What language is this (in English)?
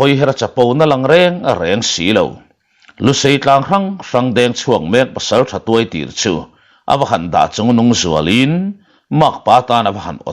Mizo